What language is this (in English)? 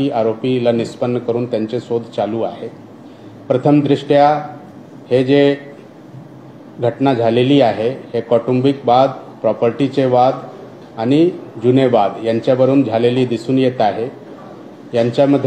Marathi